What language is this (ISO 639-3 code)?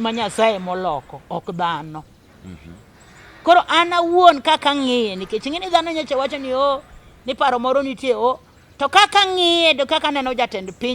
luo